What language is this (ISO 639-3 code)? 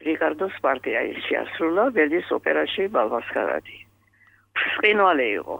kat